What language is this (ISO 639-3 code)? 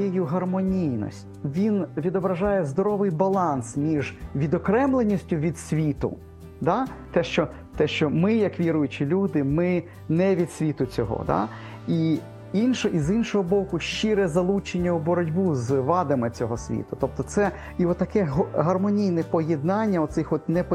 ukr